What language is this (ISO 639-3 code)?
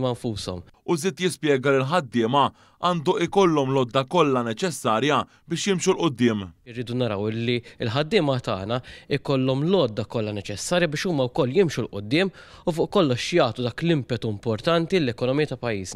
mlt